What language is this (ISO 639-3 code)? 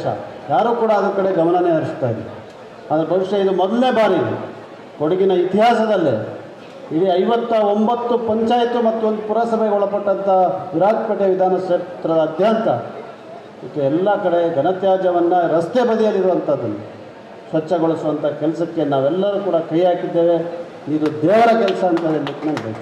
kan